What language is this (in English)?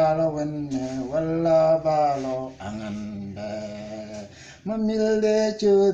Mabaan